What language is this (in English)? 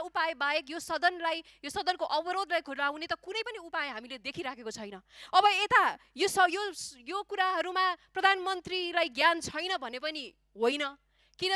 Nepali